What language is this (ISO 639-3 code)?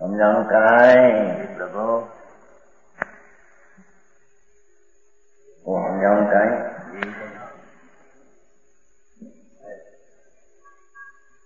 guj